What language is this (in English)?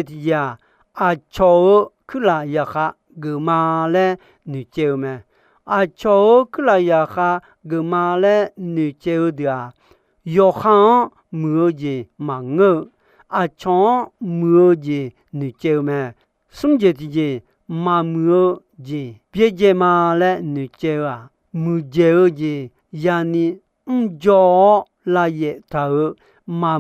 Akha